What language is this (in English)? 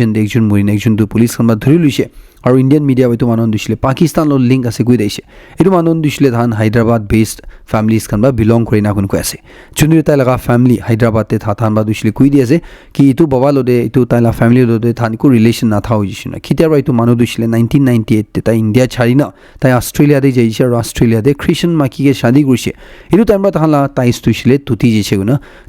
Naga Pidgin